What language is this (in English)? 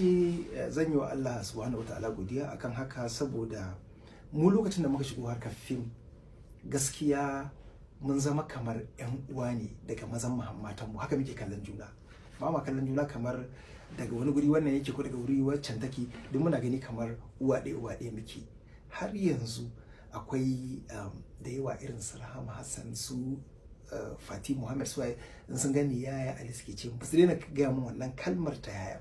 Hausa